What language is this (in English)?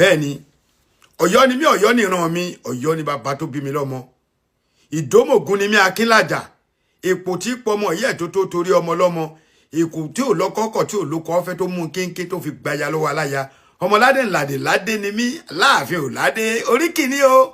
Yoruba